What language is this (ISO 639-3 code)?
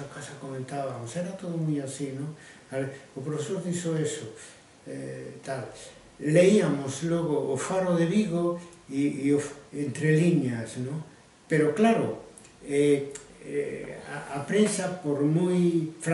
glg